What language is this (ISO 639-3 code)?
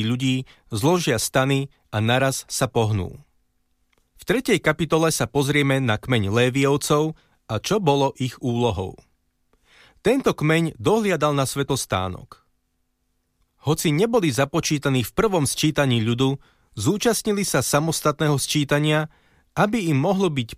slk